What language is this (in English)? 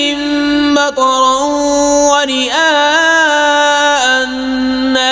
Kashmiri